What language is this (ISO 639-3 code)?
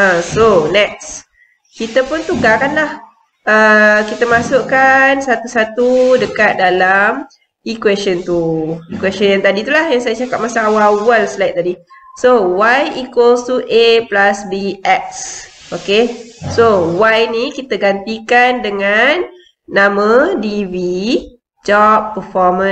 msa